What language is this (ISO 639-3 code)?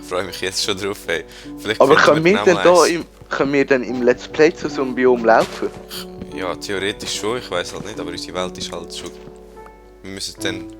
gsw